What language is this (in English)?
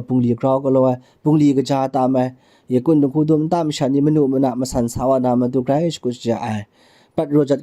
Kachin